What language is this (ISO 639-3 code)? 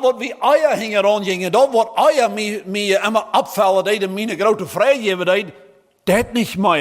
pdt